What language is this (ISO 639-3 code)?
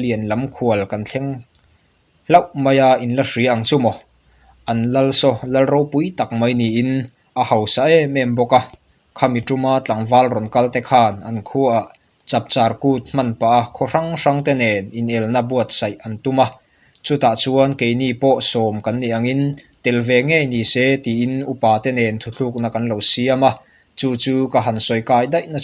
lus